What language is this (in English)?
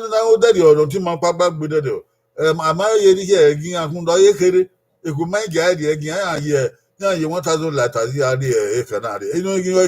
Bini